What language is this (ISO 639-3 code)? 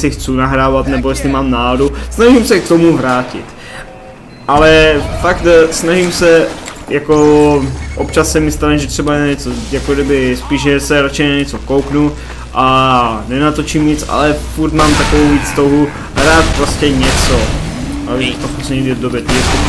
ces